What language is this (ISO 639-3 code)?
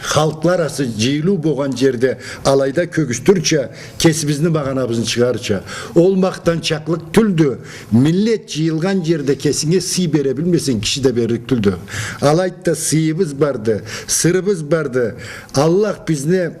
krc